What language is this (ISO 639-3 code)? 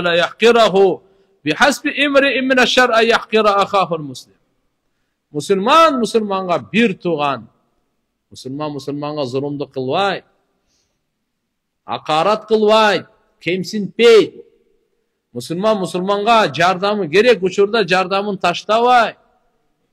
kir